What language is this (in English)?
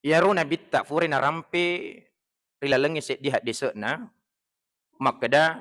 Buginese